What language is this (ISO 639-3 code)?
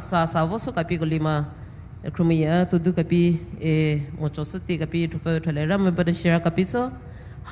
pmx